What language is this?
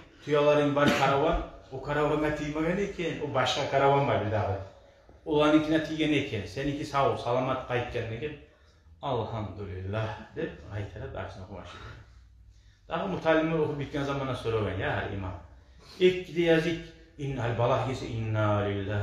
Kumyk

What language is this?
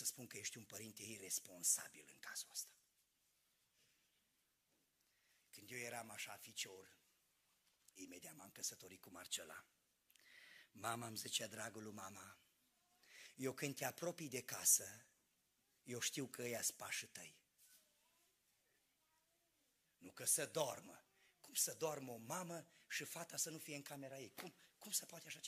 Romanian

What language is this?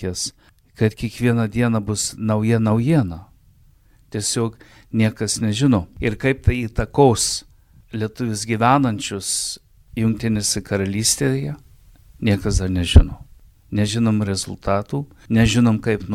Lithuanian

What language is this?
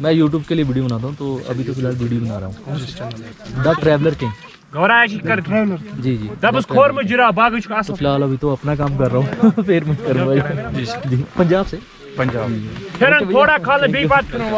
Hindi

